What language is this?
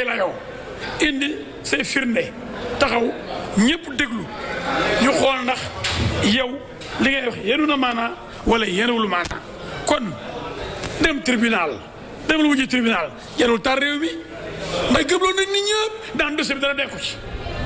Wolof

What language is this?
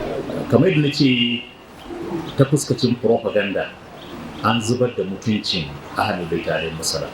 Hausa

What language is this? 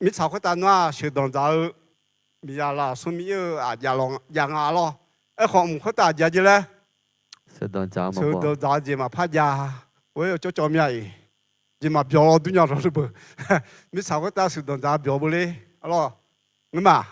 Akha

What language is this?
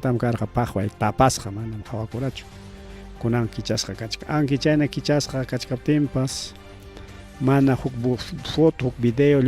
Ayacucho Quechua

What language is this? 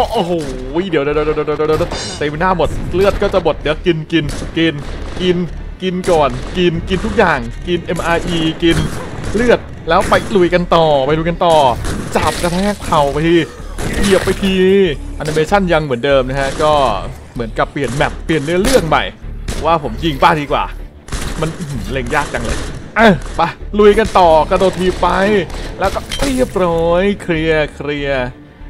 Thai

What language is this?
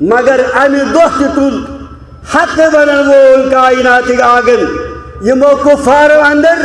Kashmiri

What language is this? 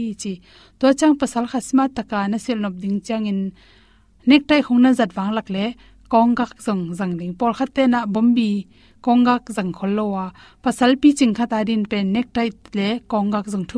Tedim Chin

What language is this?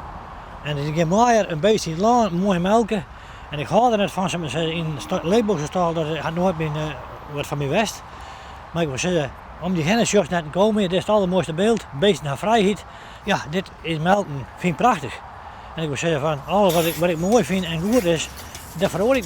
Western Frisian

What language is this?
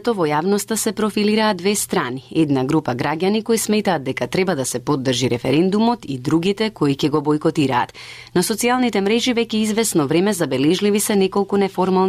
Macedonian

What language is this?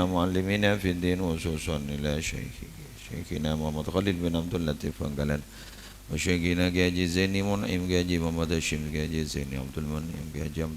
Madurese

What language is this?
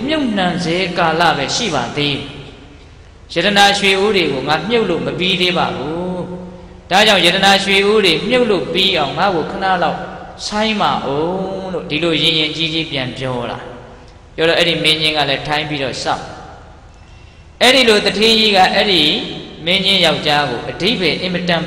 Burmese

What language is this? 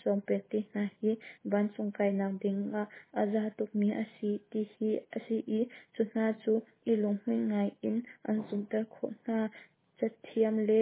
Hakha Chin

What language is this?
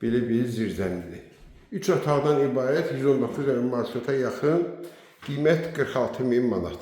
Azerbaijani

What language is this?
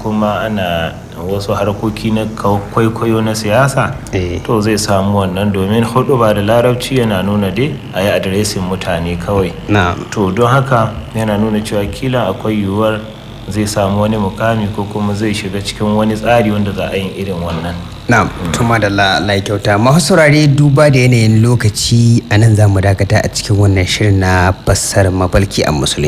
Hausa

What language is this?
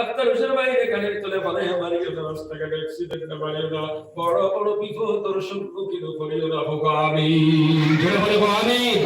Sylheti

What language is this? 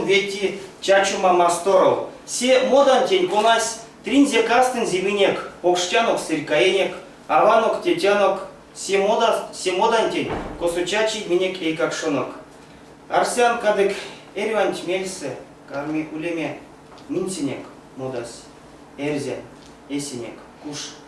Erzya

